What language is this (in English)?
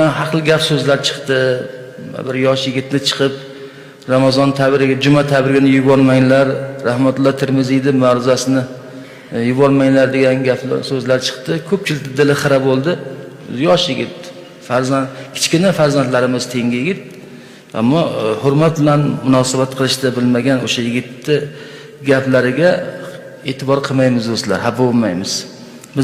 Uzbek